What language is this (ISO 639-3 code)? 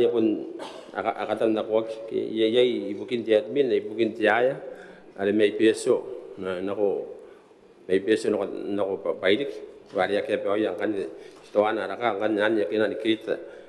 gil